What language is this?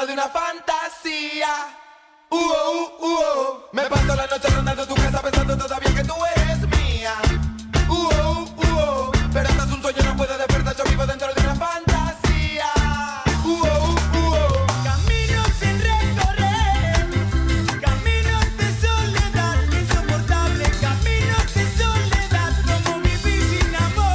Spanish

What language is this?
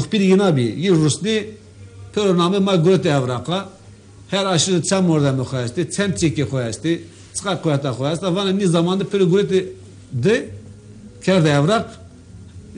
Zaza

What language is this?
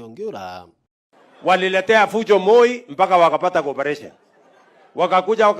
Meru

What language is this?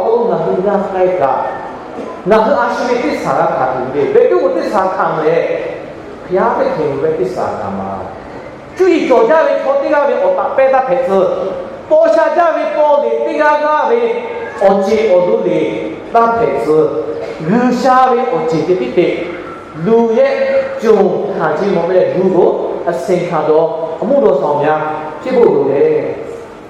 Lahu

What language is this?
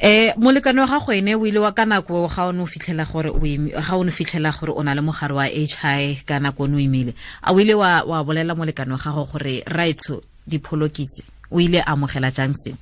Tswana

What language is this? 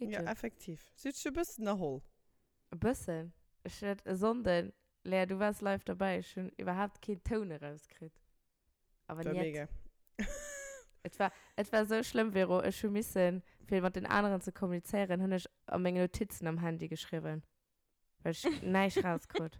Luxembourgish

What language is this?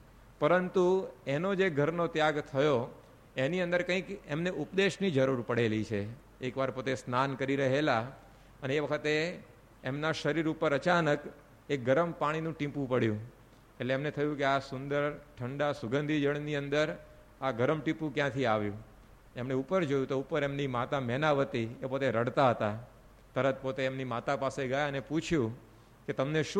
Gujarati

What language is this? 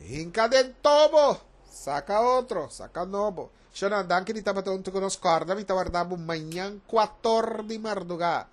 Papiamento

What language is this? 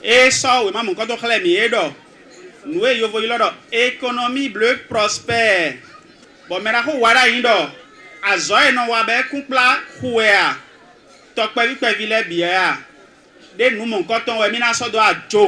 Fon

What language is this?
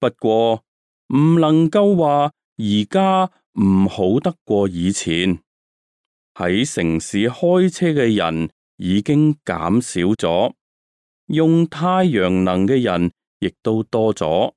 Cantonese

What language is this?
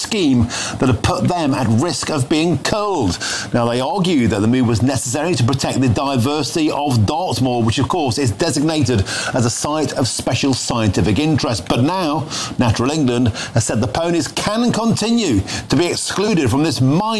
English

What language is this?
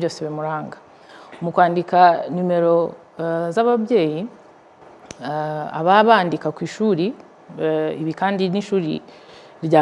Kinyarwanda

